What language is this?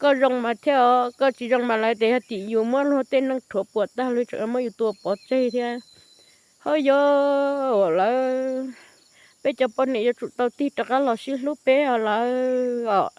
Hmong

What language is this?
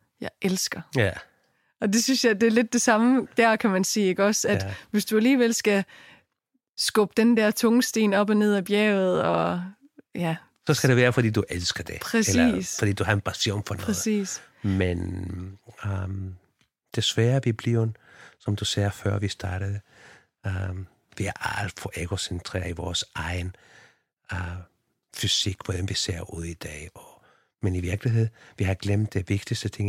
Danish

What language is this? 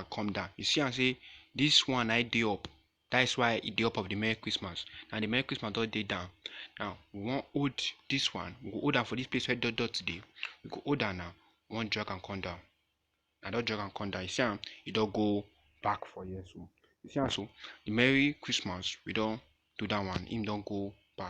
Nigerian Pidgin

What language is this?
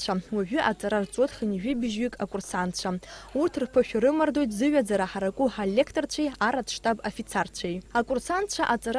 Abkhazian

